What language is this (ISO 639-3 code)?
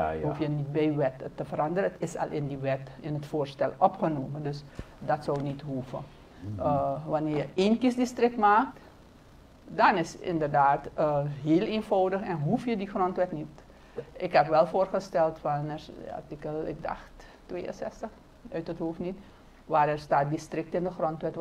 nld